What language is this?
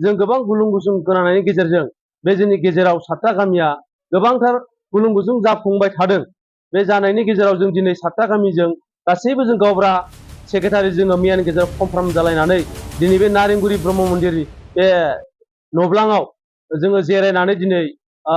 Bodo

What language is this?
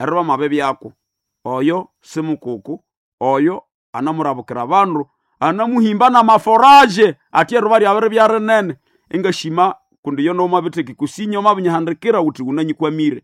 Nande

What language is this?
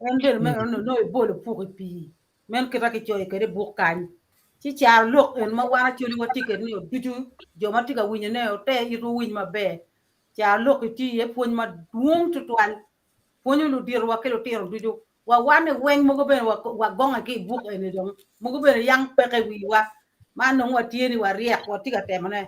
Acoli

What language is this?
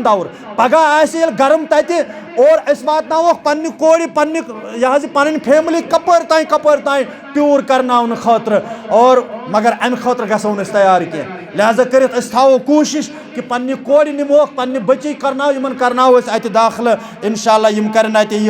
Kashmiri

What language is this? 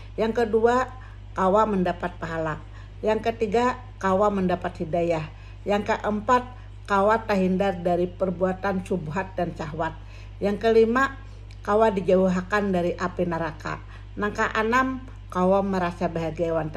Banjar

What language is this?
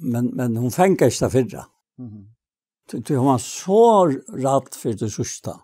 Faroese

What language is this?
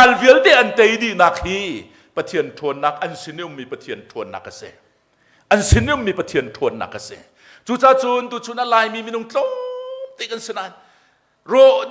Hakha Chin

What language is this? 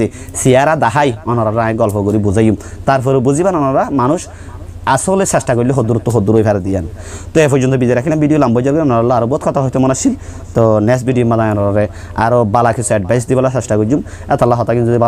Rohingya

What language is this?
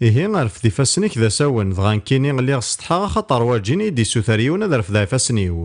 Kabyle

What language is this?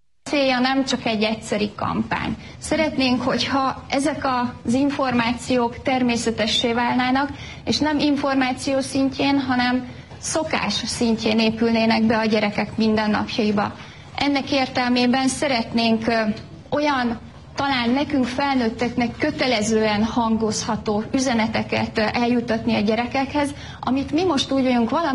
Hungarian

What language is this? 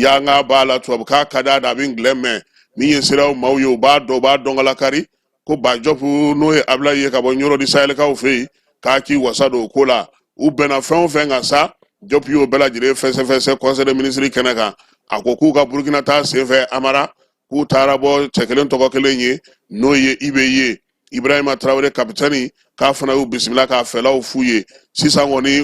Bambara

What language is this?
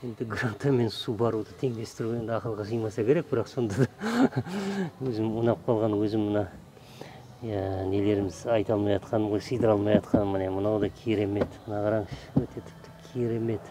Kazakh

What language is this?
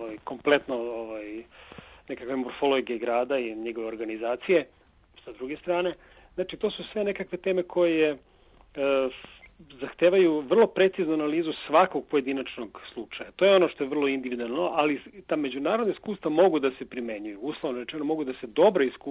Serbian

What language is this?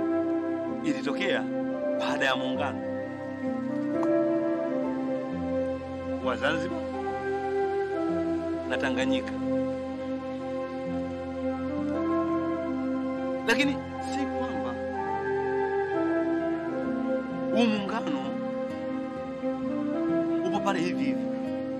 Swahili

